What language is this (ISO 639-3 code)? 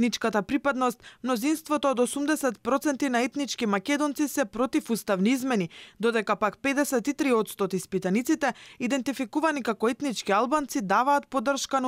mkd